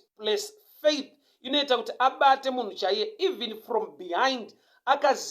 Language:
Shona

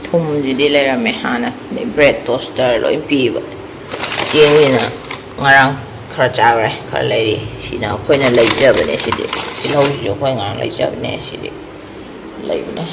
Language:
Manipuri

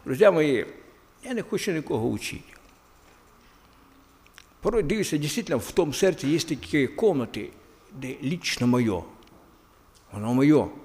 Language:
Ukrainian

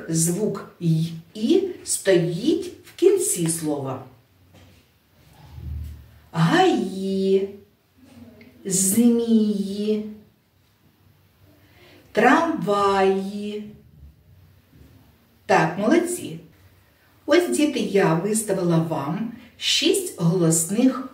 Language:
Ukrainian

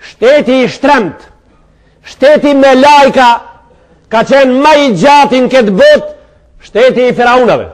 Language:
Albanian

